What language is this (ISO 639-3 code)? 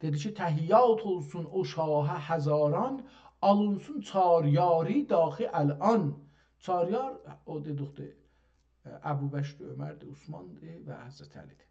azb